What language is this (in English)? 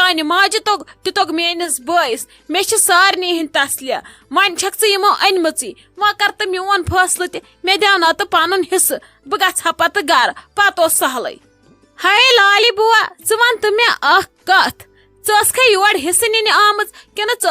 Kashmiri